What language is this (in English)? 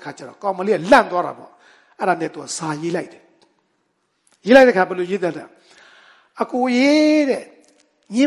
Burmese